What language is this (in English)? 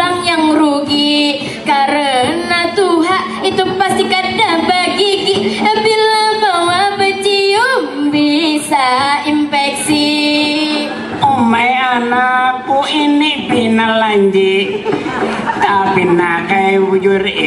Banjar